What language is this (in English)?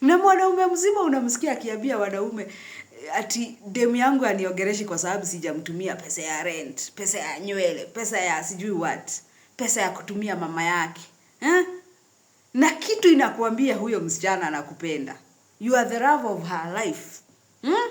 Swahili